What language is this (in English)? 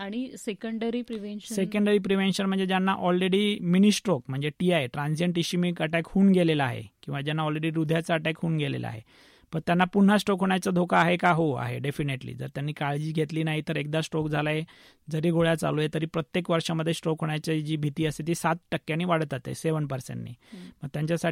Marathi